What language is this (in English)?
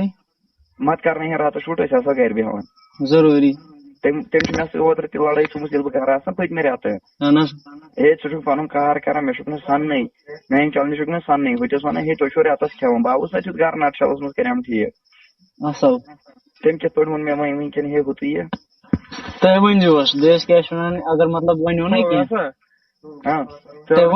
Kashmiri